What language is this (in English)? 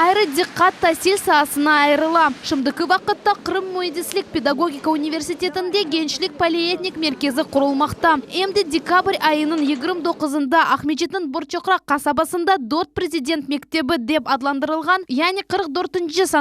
Crimean Tatar